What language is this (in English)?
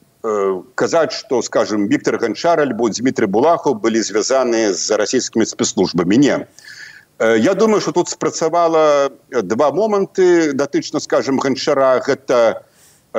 Belarusian